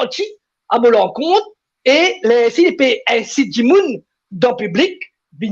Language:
Morisyen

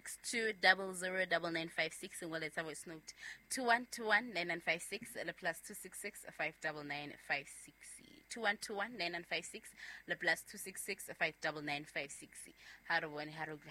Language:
Southern Sotho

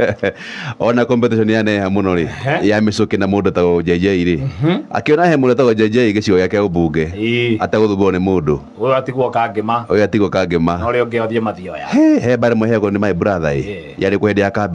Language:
Kikuyu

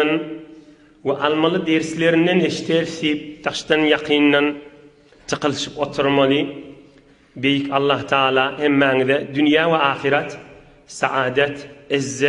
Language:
Turkmen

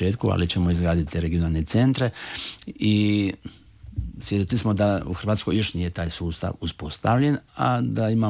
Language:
Croatian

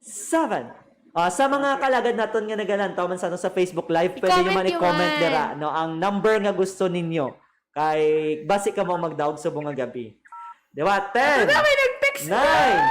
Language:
Hiligaynon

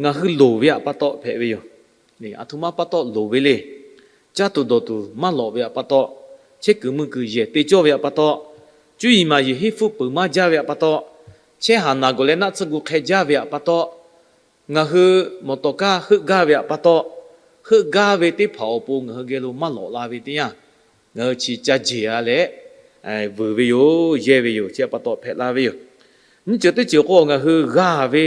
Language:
Lahu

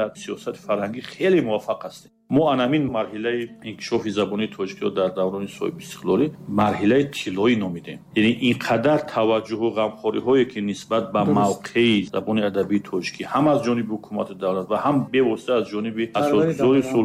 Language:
Tajik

